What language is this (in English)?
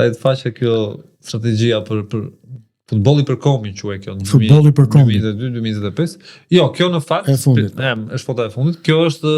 Albanian